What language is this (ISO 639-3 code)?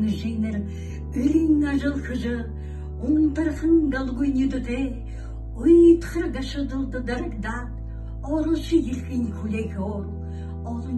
bua